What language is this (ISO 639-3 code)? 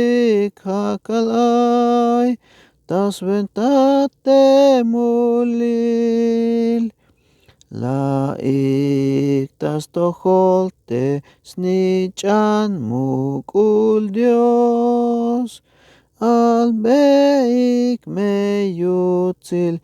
tzh